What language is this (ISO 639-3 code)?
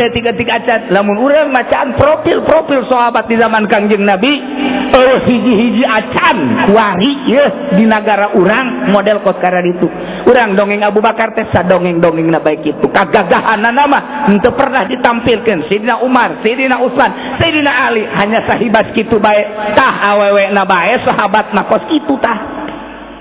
sun